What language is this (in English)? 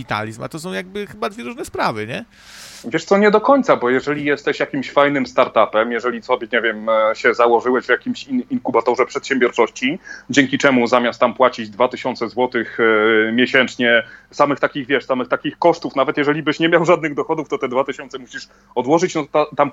Polish